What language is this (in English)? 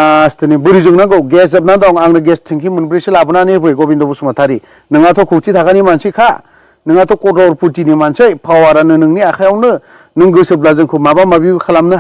Bodo